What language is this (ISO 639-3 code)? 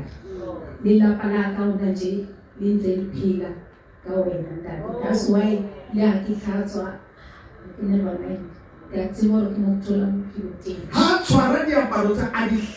sot